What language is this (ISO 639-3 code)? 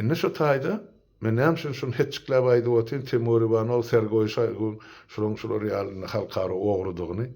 tuk